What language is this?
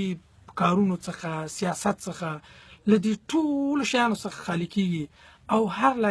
Pashto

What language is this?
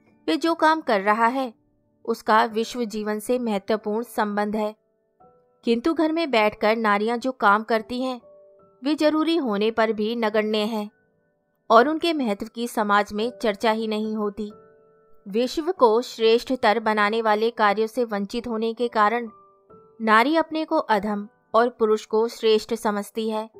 Hindi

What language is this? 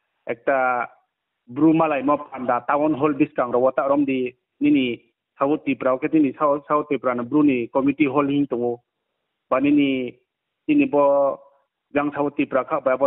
Riang (India)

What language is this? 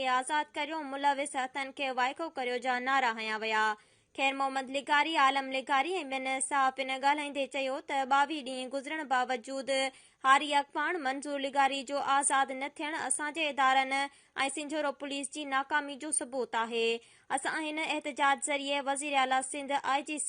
Sindhi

